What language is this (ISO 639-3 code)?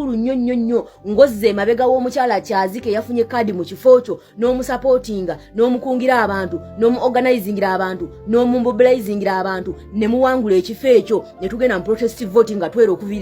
lug